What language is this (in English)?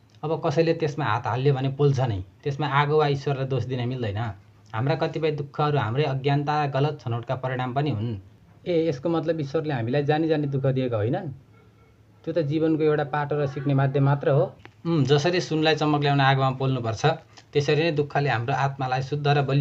Nepali